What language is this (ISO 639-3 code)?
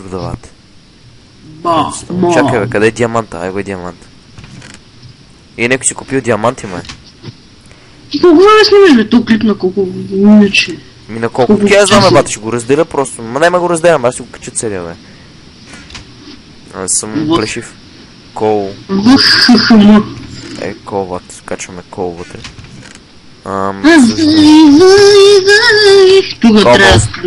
bul